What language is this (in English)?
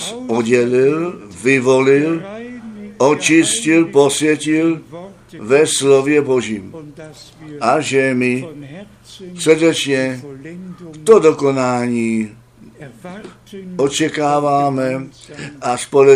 Czech